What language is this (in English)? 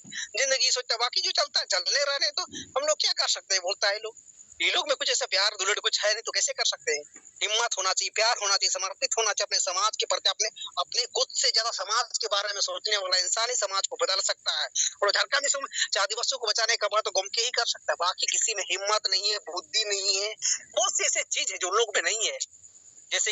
Santali